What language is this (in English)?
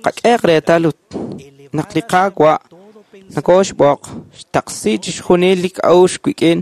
Kekchí